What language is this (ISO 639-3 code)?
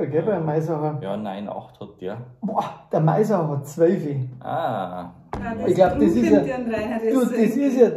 bar